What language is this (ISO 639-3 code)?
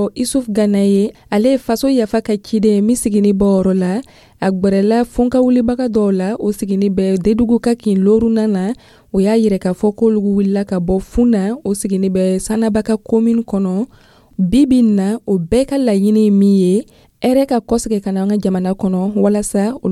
dyu